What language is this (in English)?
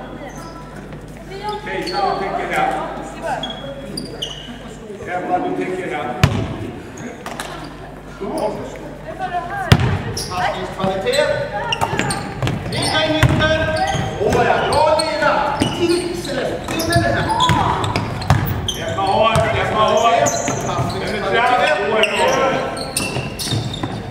Swedish